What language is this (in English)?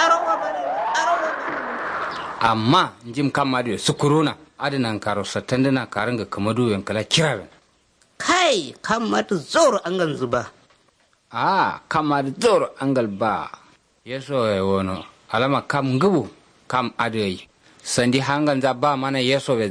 Kanuri